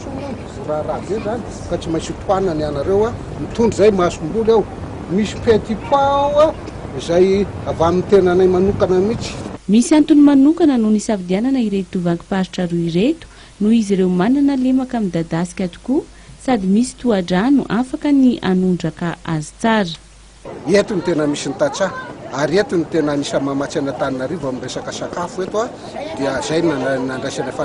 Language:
Malagasy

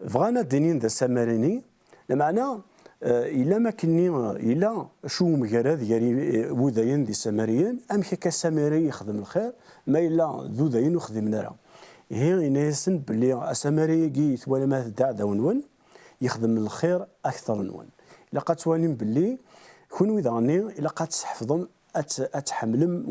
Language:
Kabyle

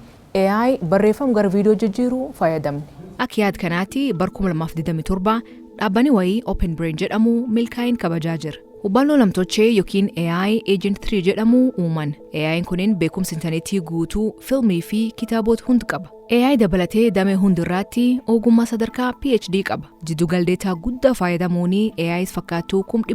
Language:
Oromo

